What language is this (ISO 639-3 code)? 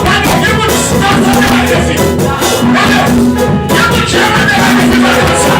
hat